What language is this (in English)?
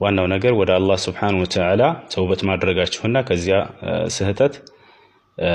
Amharic